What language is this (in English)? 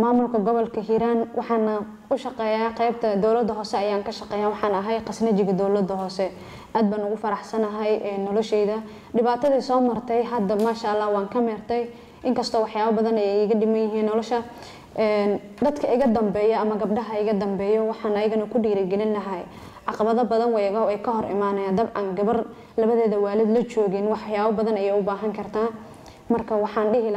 Somali